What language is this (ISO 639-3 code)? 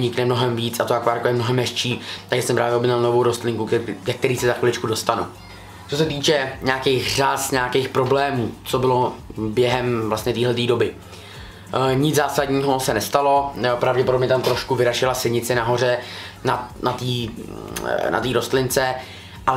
ces